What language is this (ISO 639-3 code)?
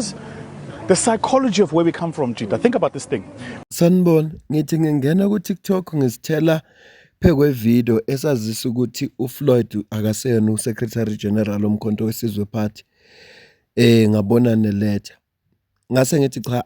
zul